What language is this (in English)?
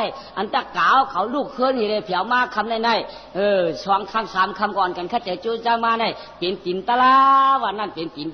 Shan